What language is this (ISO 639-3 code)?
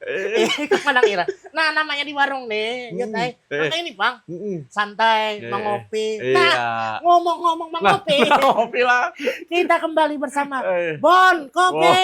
bjn